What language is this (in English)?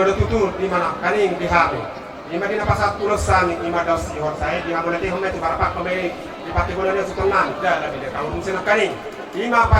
Batak Toba